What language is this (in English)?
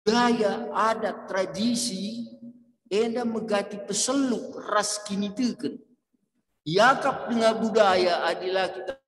Batak Karo